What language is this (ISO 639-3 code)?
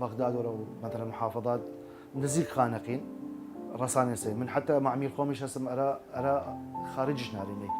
sdh